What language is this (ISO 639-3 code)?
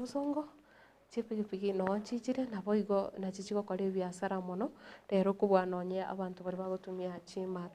guz